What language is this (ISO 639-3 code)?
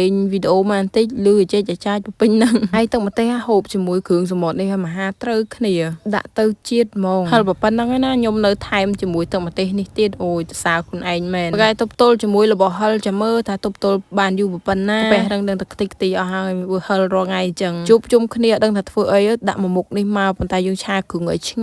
khm